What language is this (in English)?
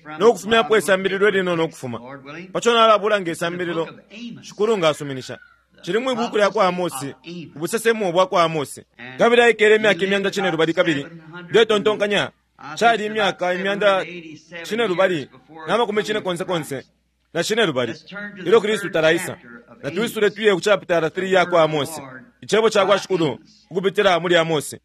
Bemba